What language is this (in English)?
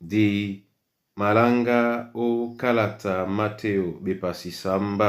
Duala